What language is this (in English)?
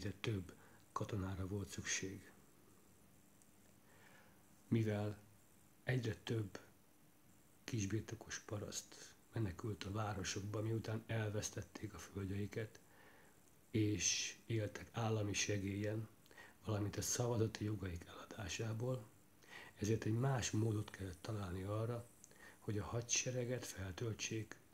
Hungarian